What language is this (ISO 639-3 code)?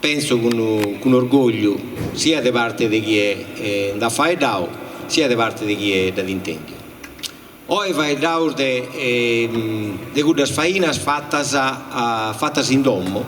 srd